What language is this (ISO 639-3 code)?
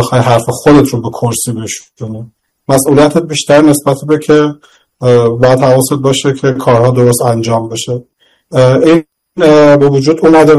fas